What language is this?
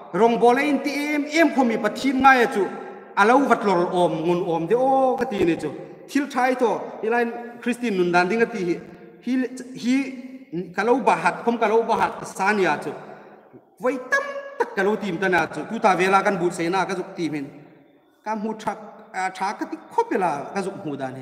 Hmar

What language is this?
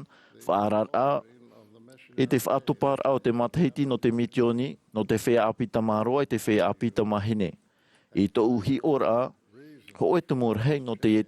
Tahitian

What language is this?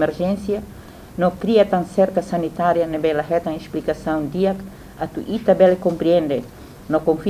Tetum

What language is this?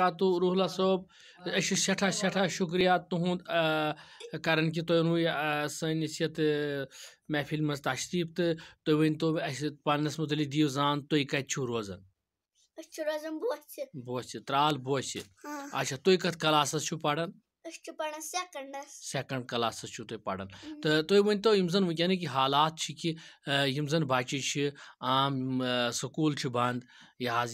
Kashmiri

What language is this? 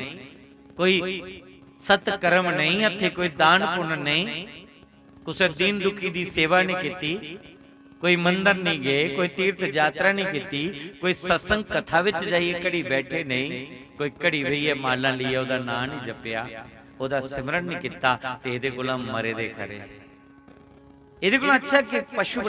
Dogri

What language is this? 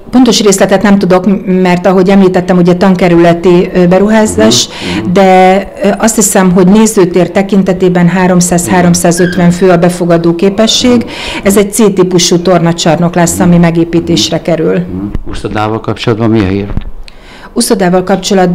Hungarian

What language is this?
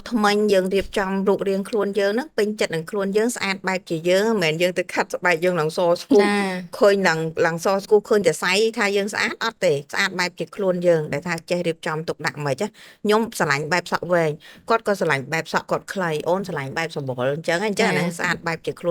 Khmer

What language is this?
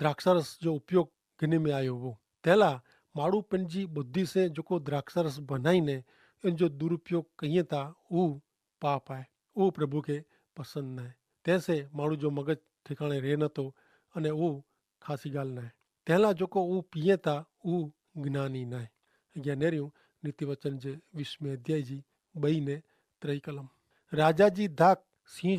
Kachhi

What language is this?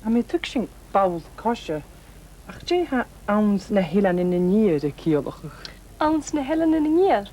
Scottish Gaelic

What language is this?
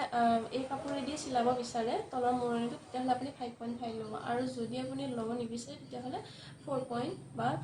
Assamese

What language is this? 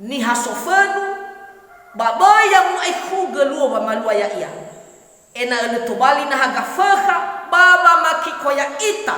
Nias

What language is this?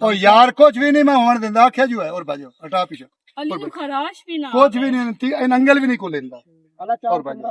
Western Panjabi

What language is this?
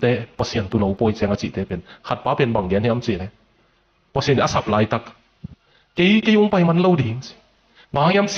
Tedim Chin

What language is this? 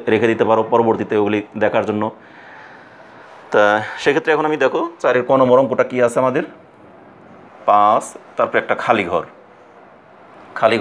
Bangla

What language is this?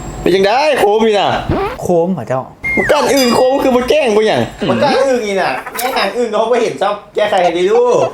Northeastern Thai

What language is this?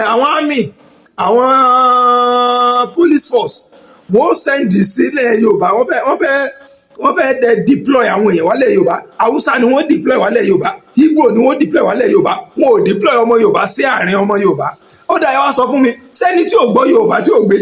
Yoruba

